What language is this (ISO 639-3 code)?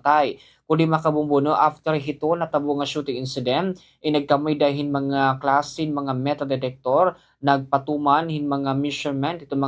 war